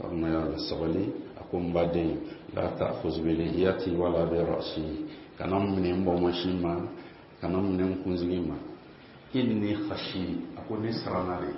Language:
Bambara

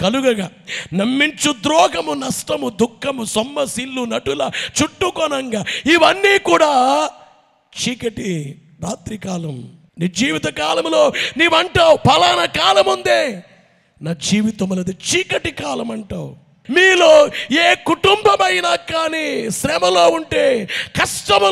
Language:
Telugu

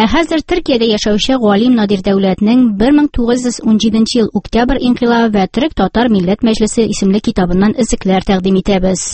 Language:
Tatar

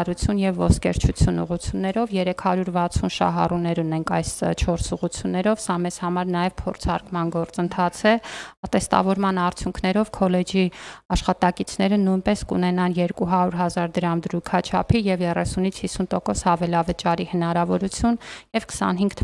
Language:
Armenian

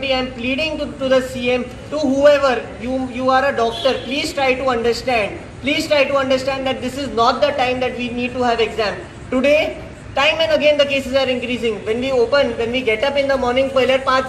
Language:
Konkani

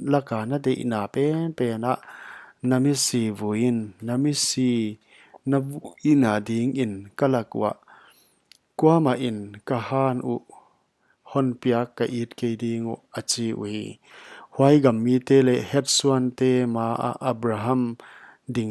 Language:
Paite Chin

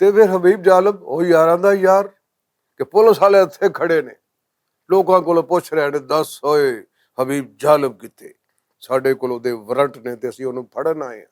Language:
Western Panjabi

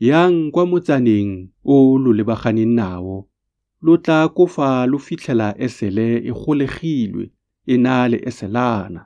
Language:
Tswana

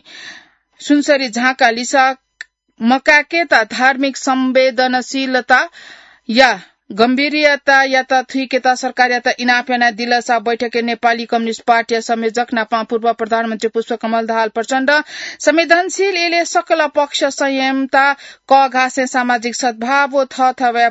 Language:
Newari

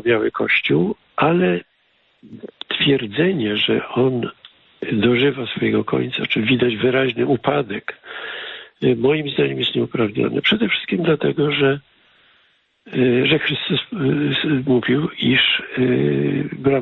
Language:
Polish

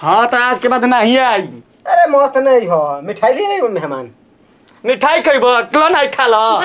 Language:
Bhojpuri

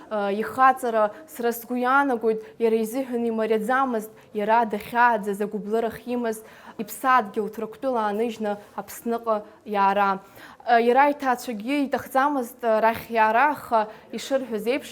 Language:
Abkhazian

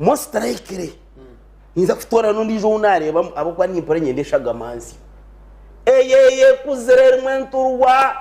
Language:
Nyankole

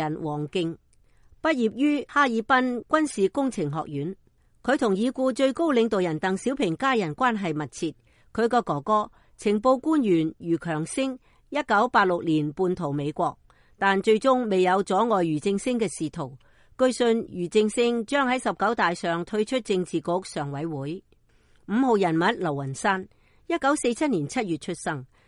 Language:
Cantonese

